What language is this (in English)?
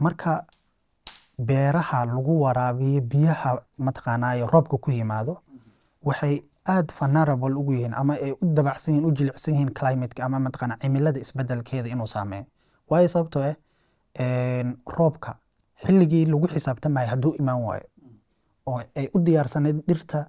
Somali